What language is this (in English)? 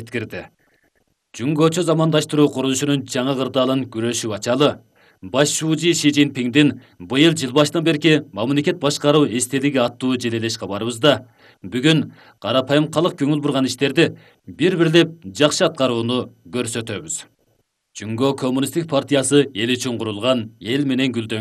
Kyrgyz